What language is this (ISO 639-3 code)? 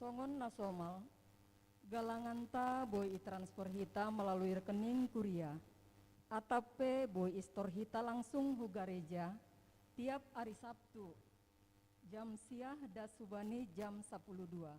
bts